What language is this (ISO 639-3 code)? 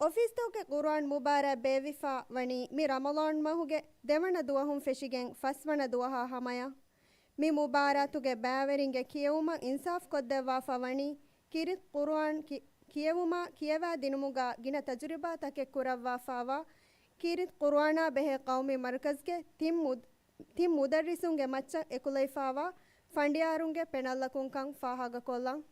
div